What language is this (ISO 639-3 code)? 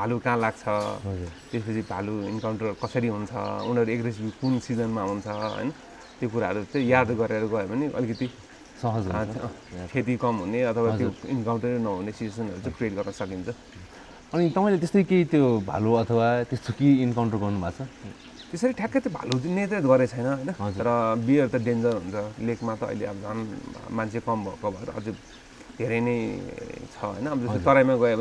nep